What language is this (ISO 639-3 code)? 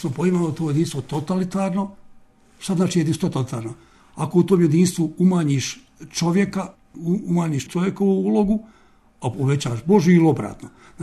hrv